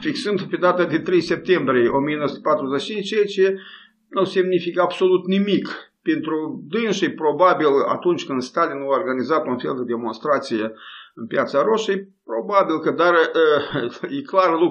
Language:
Romanian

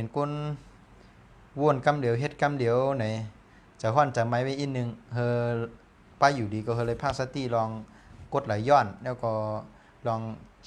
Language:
Shan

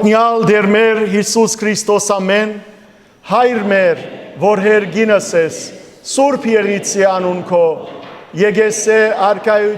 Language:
Western Armenian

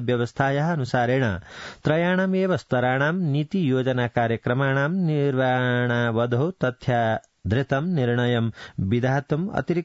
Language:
Sanskrit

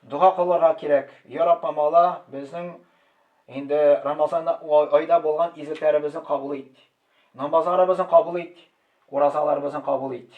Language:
Tatar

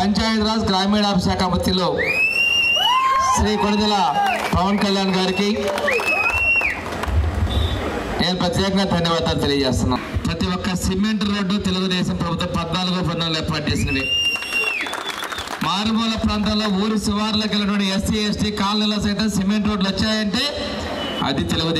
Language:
Telugu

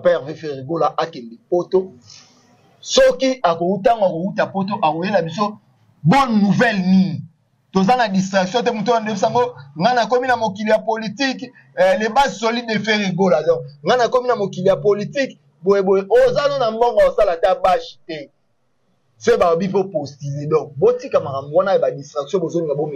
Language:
Lingala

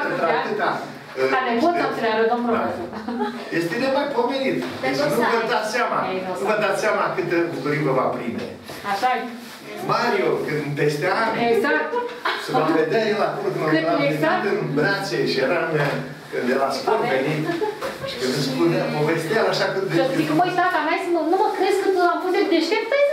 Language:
Romanian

